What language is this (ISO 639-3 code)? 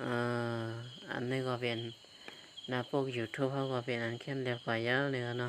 shn